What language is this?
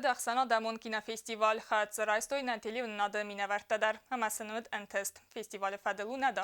Ossetic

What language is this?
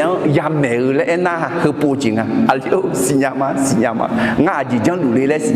Akha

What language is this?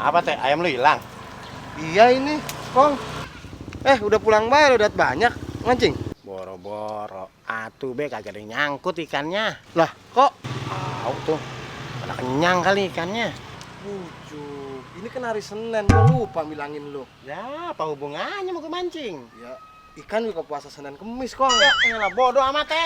Betawi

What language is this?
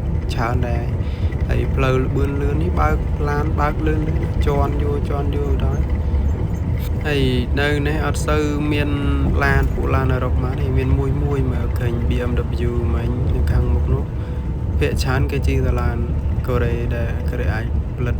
Khmer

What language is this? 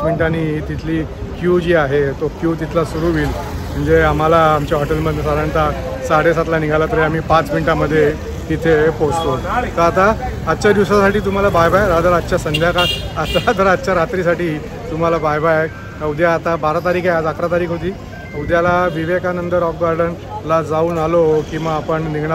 Marathi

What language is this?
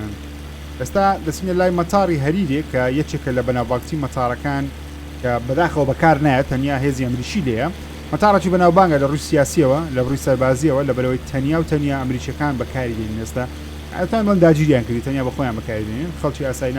Central Kurdish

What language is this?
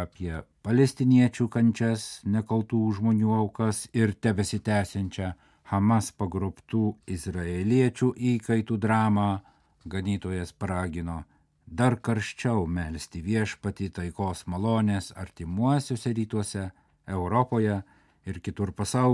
Lithuanian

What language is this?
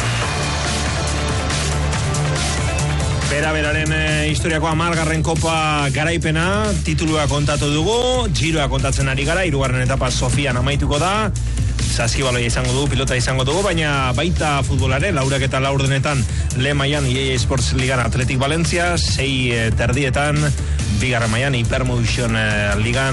Basque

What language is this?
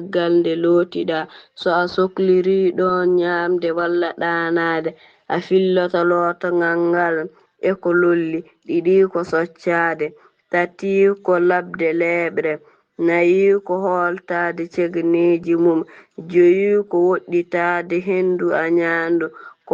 Fula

